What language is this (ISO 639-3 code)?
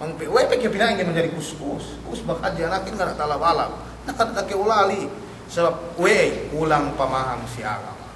yka